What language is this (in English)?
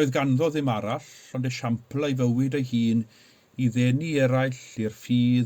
Welsh